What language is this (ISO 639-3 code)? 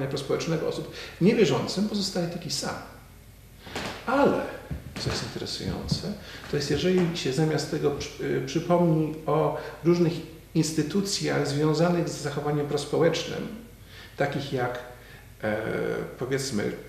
pol